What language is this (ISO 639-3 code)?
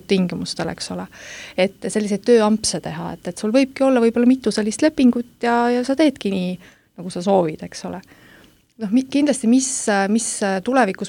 est